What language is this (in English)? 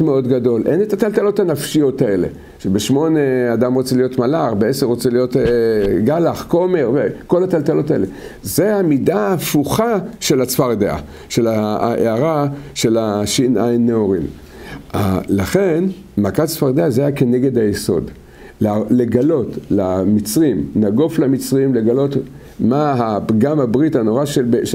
Hebrew